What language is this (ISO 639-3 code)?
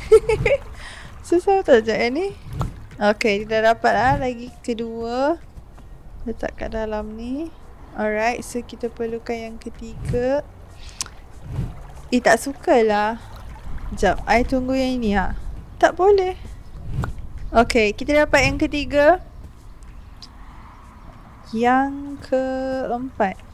msa